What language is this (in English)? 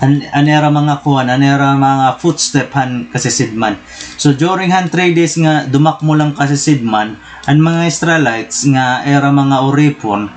Waray